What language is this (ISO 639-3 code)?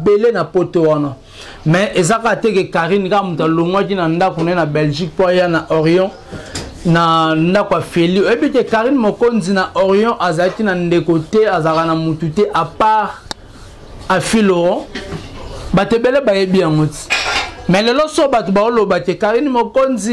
lin